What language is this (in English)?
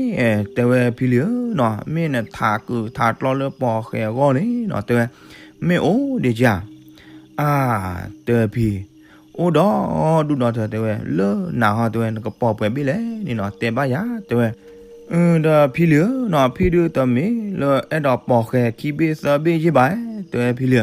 S'gaw Karen